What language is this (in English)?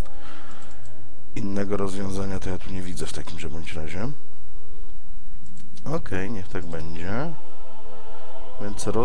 Polish